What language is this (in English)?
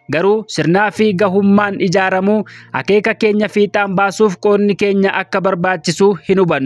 Oromo